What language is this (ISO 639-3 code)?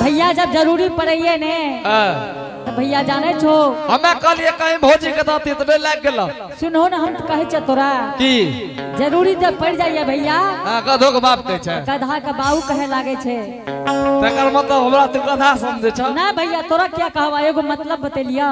anp